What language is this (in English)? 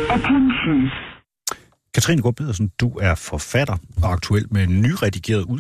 Danish